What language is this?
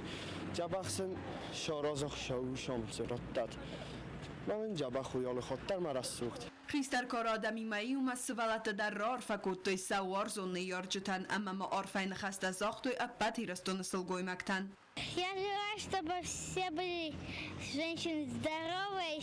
Ossetic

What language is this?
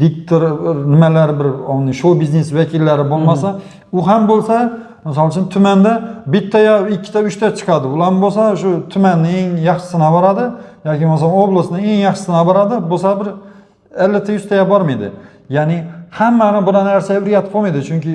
Uzbek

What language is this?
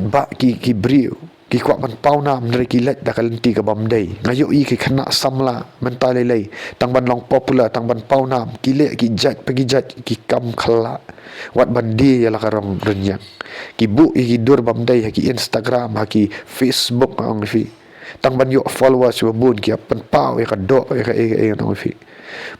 Khasi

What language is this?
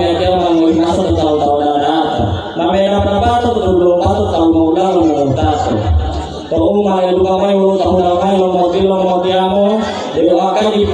Gorontalo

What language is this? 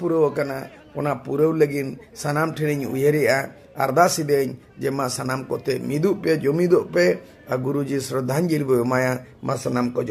Santali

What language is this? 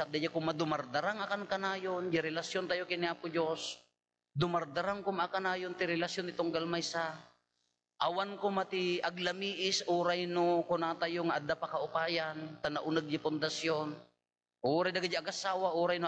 Iloko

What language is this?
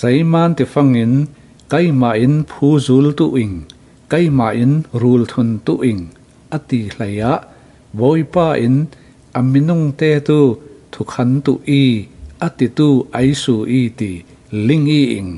Falam Chin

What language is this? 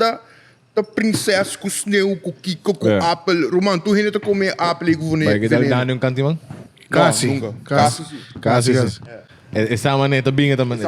Papiamento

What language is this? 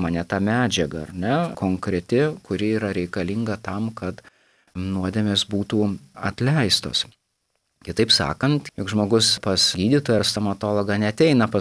Lithuanian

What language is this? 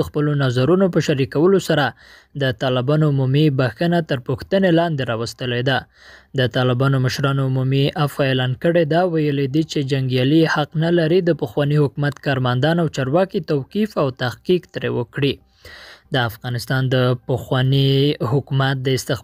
Pashto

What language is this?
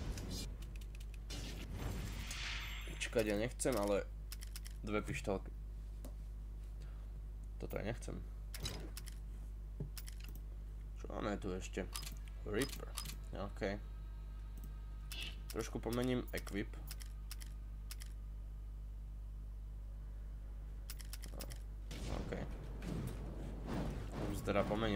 Slovak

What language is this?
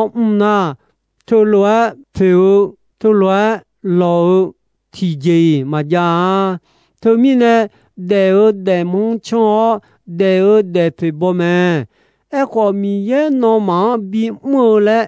Akha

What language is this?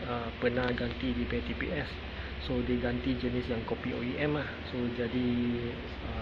Malay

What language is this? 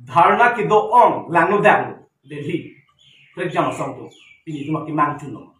Karbi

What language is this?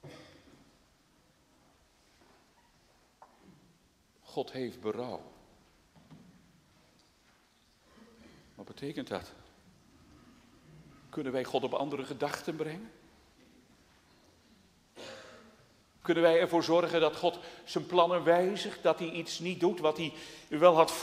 Dutch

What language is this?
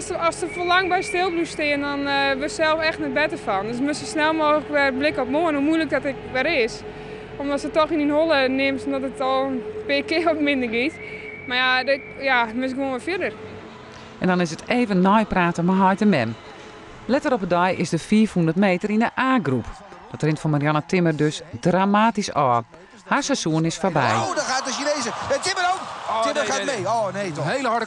Western Frisian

